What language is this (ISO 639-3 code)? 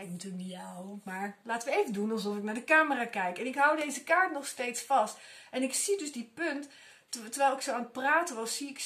nld